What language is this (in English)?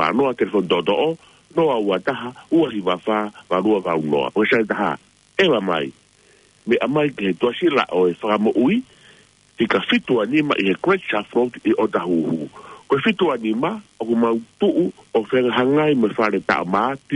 Tongan